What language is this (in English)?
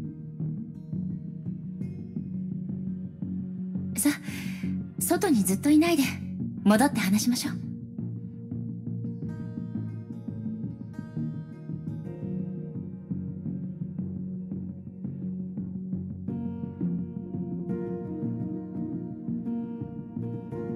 Japanese